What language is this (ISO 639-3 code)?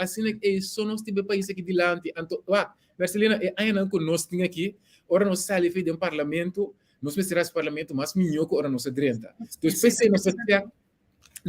pap